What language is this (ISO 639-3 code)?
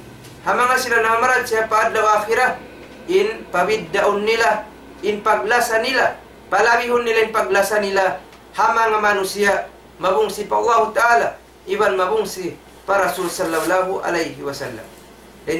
tsg